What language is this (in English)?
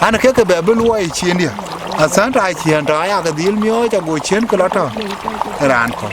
Dinka